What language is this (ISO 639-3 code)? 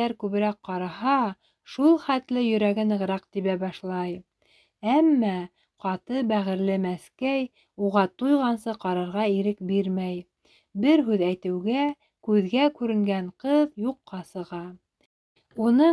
bak